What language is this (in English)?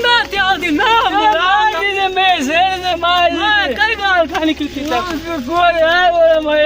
Saraiki